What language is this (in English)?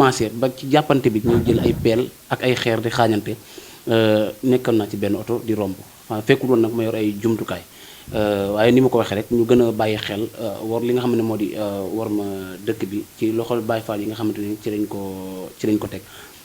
Wolof